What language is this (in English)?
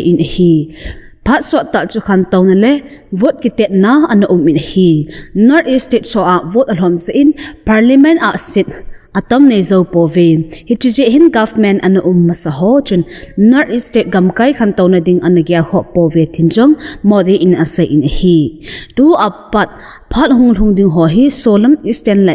Thado Chin